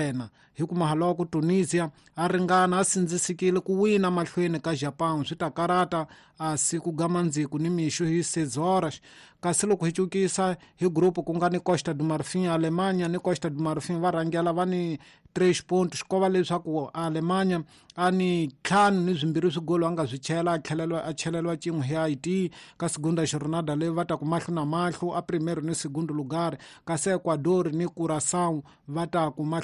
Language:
Tsonga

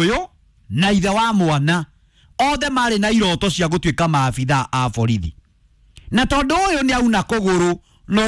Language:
Kikuyu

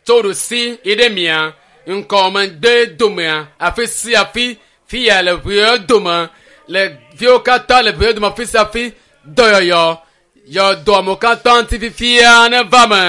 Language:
Ewe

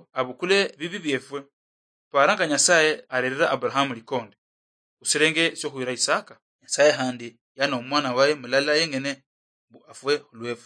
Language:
Luyia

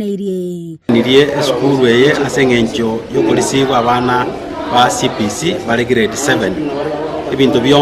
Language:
Gusii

